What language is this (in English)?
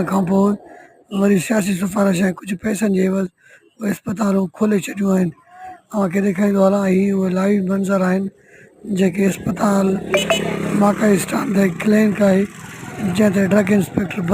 Sindhi